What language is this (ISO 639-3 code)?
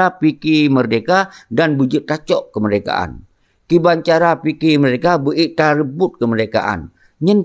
ace